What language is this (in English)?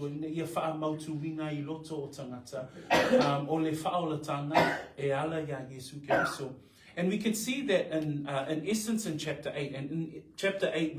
Samoan